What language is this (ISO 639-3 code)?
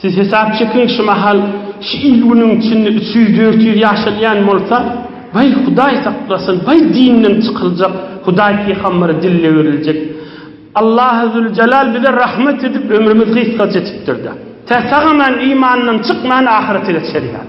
tuk